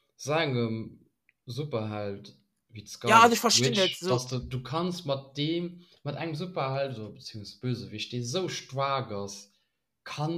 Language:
Luxembourgish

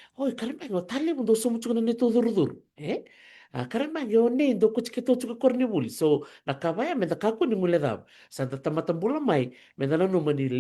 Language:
Fijian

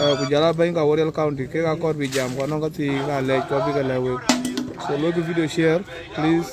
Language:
Dinka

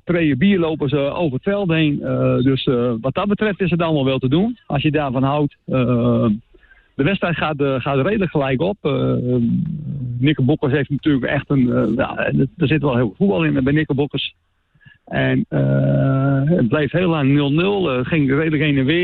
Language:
Dutch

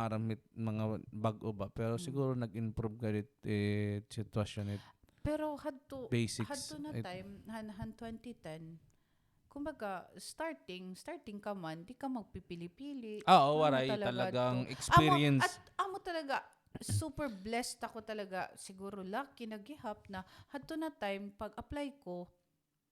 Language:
Waray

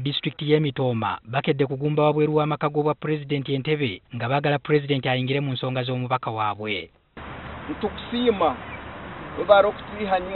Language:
Ganda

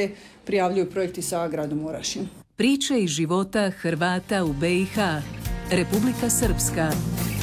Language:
Croatian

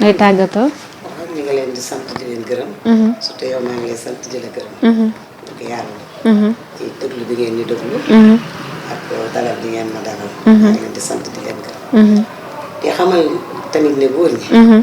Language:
Wolof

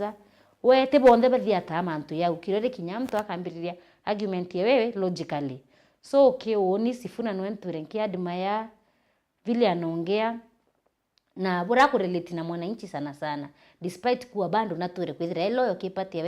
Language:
Meru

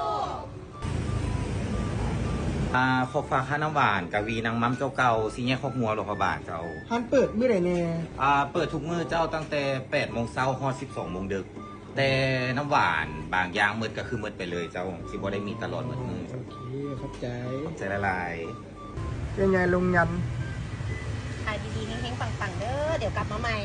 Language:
Lao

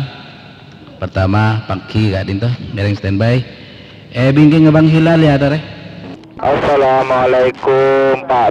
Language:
Madurese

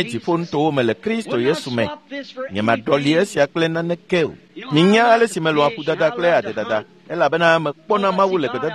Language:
Ewe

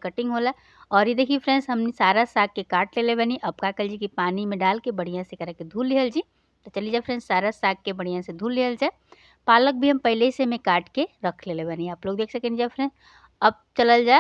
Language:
Bhojpuri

